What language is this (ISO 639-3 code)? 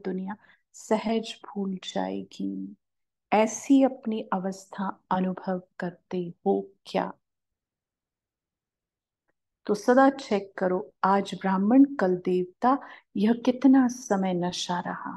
hin